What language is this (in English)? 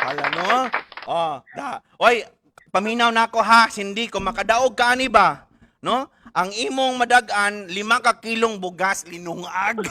Cebuano